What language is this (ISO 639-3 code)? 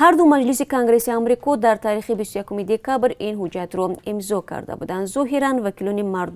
tgk